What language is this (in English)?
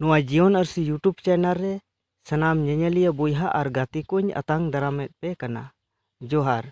Santali